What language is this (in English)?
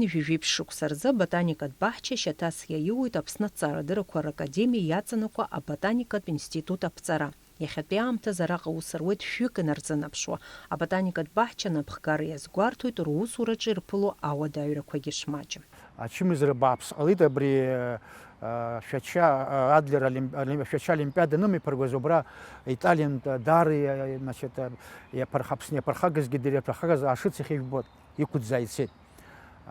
Abkhazian